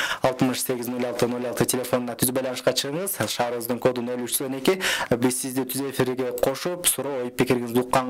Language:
Kyrgyz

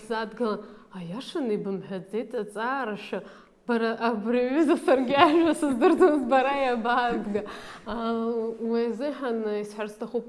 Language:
Abkhazian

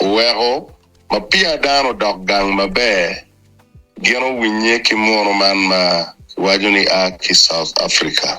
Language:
Acoli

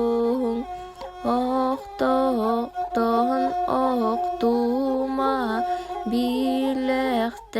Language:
Yakut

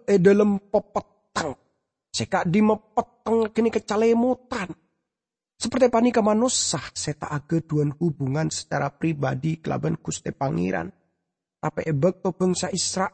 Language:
Madurese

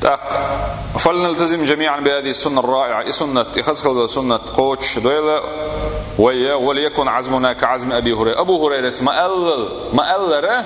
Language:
Chechen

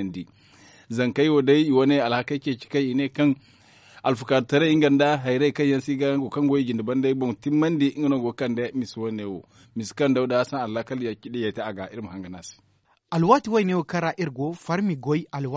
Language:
Zarma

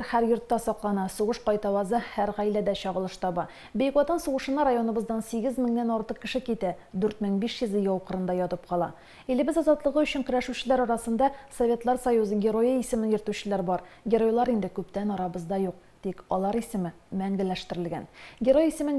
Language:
Tatar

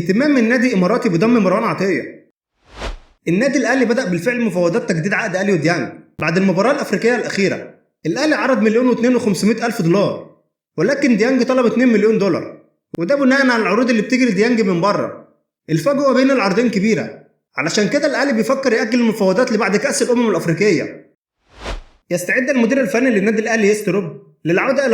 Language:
Egyptian Arabic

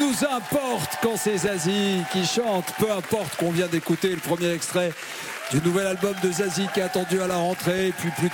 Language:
French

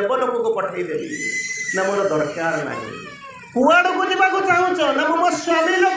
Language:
Odia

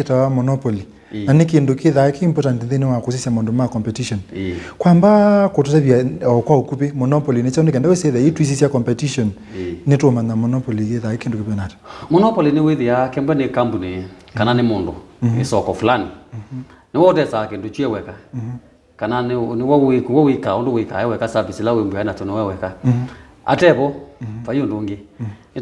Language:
Kamba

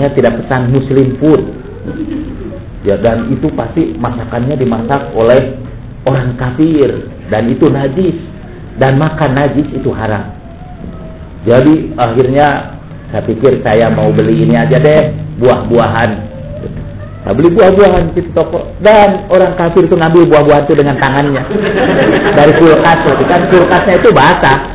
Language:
Indonesian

